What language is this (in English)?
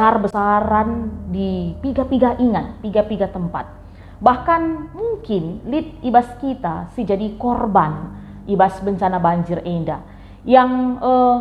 Batak Karo